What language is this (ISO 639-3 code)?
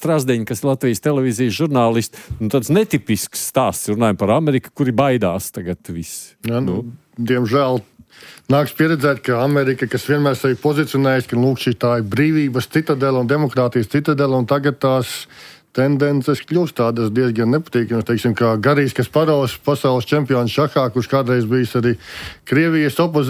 lav